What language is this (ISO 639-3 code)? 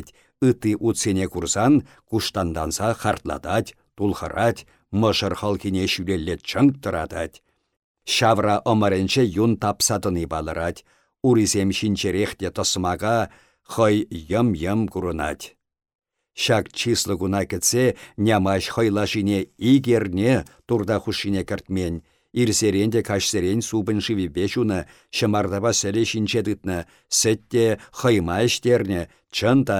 chv